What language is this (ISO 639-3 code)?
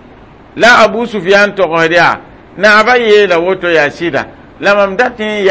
mos